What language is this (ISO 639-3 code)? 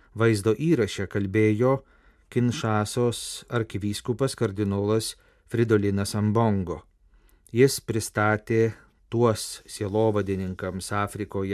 lit